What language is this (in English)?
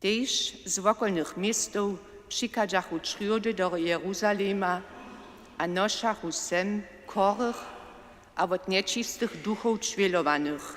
Upper Sorbian